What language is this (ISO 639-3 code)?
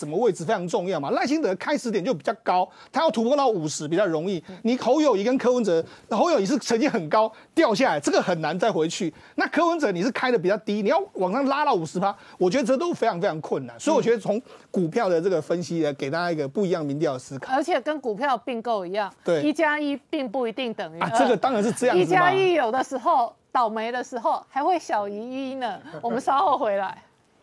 zho